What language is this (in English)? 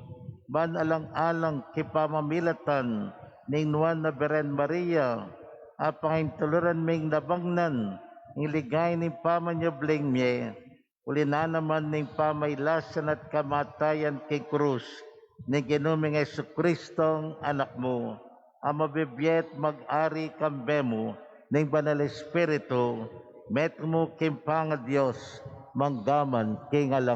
Pampanga